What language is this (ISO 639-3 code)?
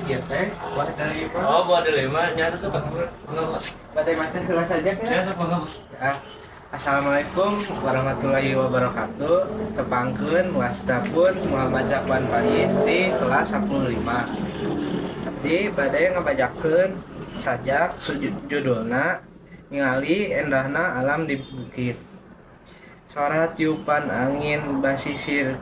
sun